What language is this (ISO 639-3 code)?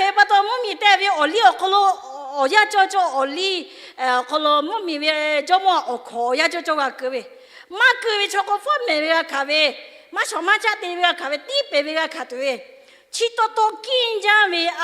lhu